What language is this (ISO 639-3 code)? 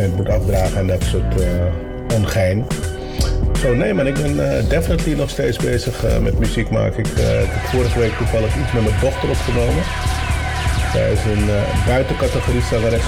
nld